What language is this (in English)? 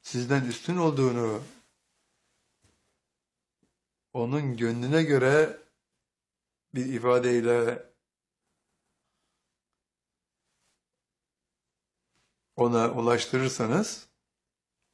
Turkish